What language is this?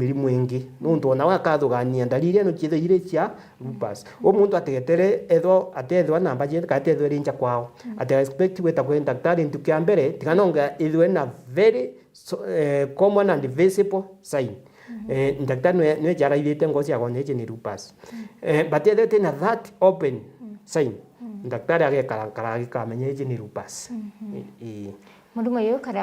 Meru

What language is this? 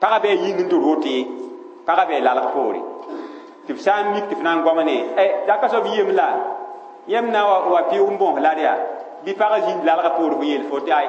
Mossi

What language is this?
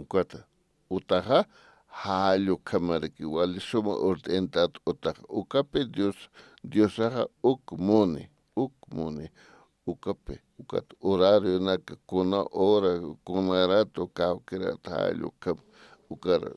Aymara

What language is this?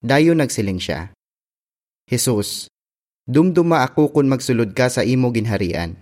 Hiligaynon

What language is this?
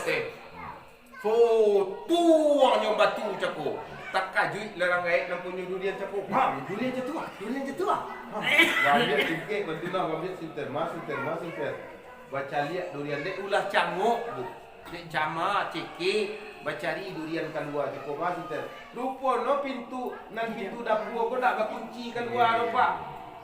Minangkabau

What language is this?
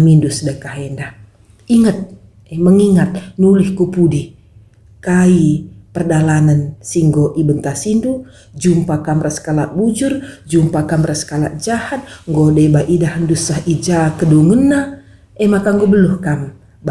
Batak Karo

